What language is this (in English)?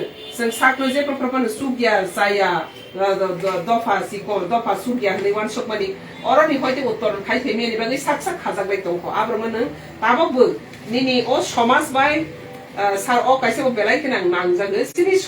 Kok Borok